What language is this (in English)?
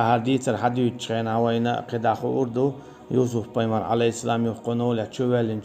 Chechen